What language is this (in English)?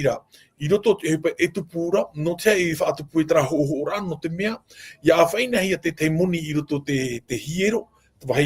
Tahitian